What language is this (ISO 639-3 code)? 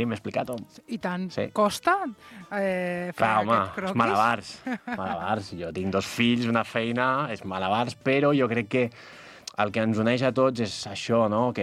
cat